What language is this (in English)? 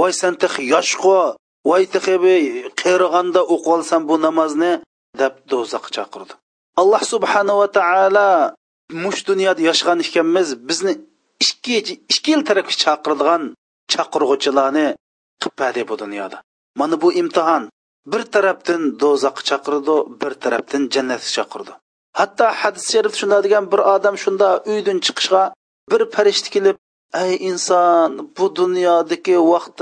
Uyghur